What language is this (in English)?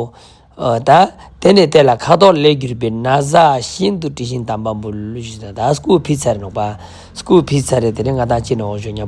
Ladakhi